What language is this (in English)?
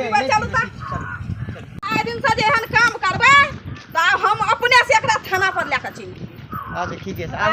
Maithili